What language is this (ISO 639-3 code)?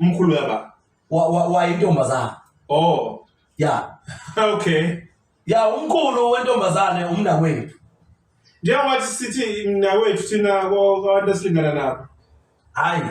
zul